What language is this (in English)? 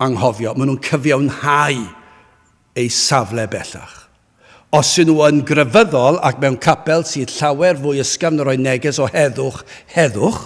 Welsh